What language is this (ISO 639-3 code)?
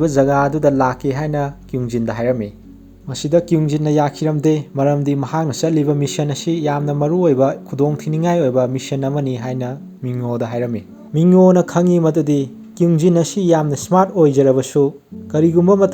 mni